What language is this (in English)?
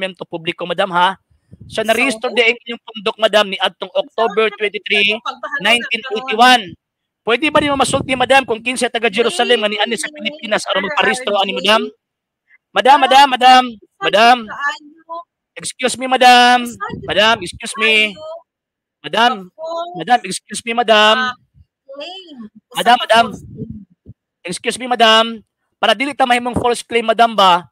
Cebuano